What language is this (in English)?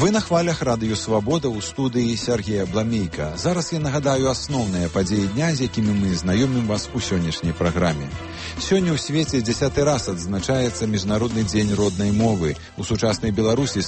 Belarusian